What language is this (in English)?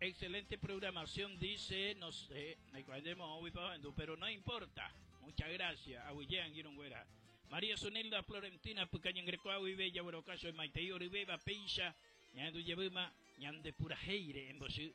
Guarani